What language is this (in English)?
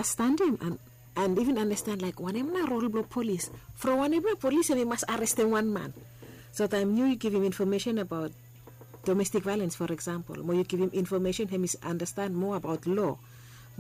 Bislama